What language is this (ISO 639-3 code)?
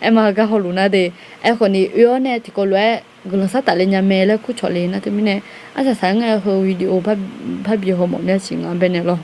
ahk